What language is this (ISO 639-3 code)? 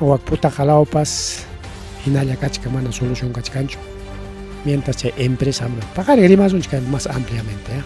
quy